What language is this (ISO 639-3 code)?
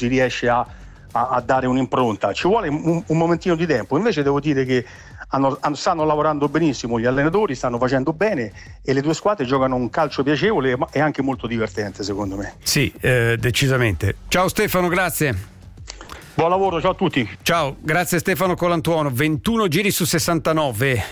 ita